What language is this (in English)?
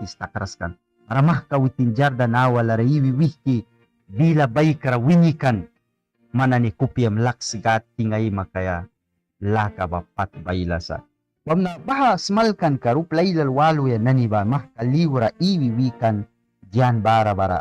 Mískito